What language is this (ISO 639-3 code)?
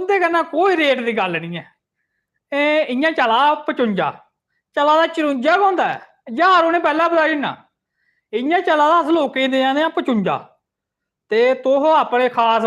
doi